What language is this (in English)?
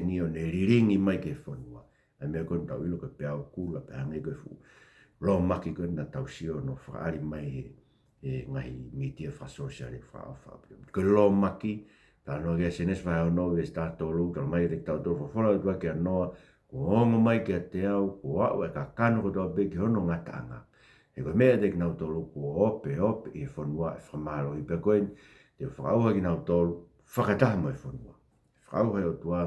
Tongan